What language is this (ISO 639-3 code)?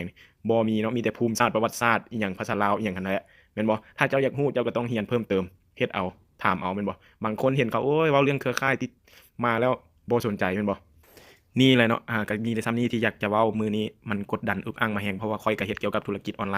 lao